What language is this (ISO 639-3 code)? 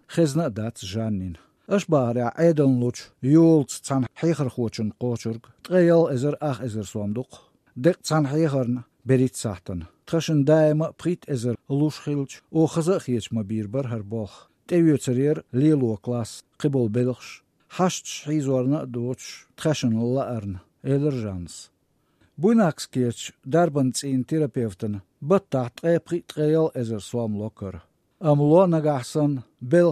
che